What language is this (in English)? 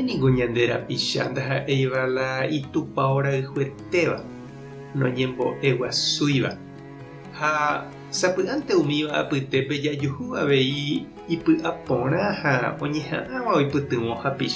Guarani